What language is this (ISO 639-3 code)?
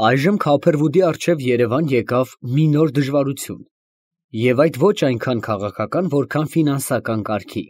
hye